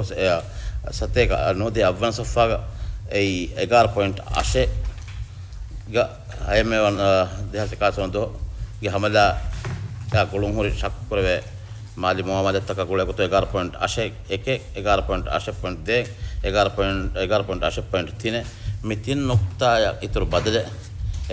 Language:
Divehi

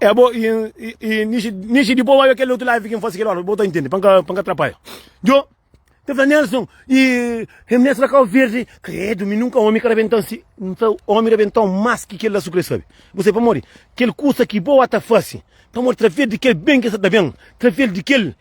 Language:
Kabuverdianu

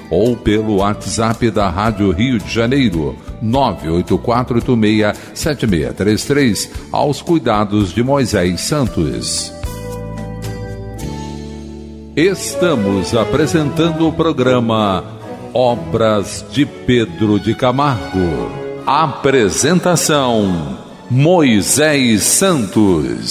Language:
Portuguese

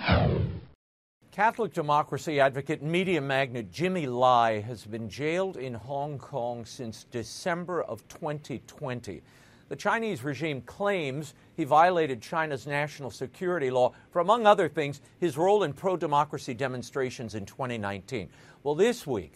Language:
English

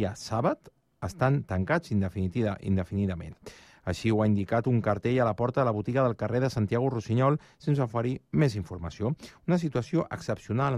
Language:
Catalan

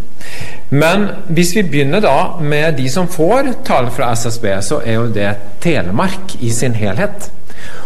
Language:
Norwegian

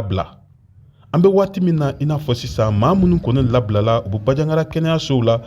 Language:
Bambara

